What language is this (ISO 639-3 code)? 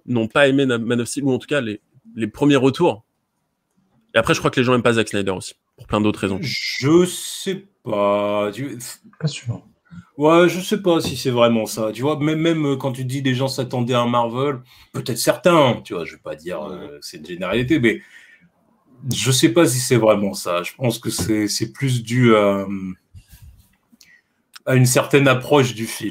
fra